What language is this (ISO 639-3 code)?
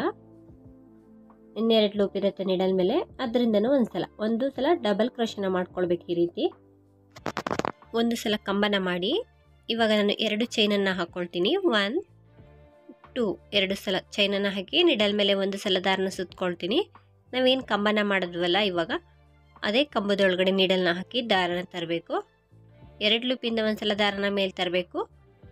kan